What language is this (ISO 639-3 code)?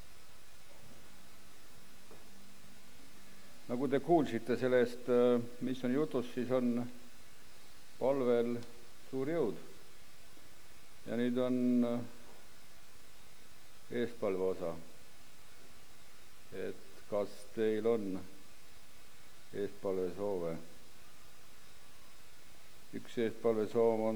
est